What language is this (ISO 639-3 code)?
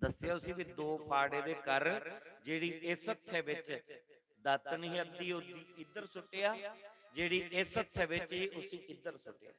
doi